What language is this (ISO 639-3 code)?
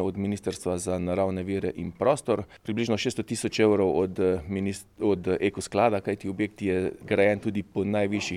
slv